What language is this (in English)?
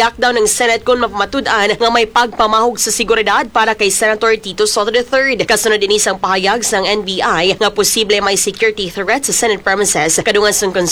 Hiligaynon